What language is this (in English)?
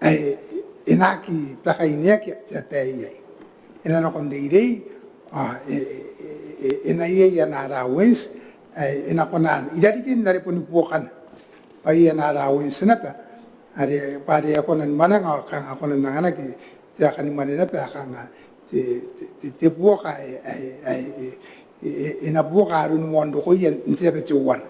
Gilbertese